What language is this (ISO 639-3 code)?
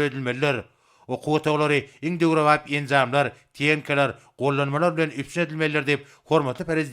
tuk